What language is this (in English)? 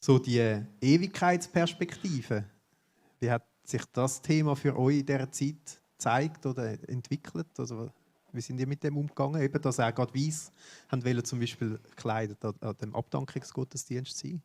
Swiss German